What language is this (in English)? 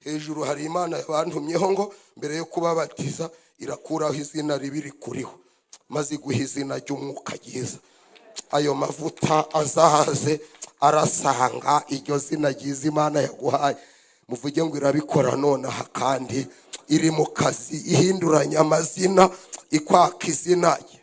Kinyarwanda